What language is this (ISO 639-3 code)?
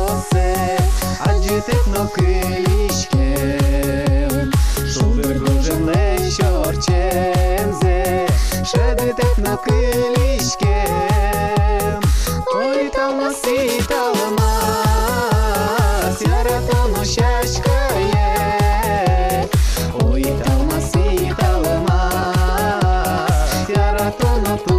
udm